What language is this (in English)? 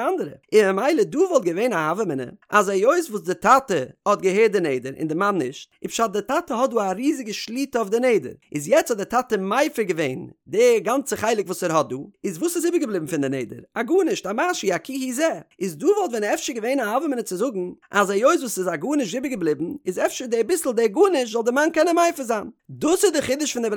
Yiddish